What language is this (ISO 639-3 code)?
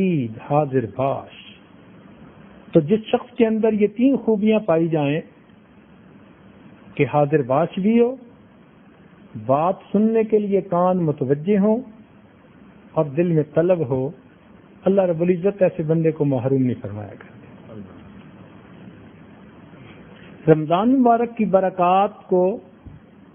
urd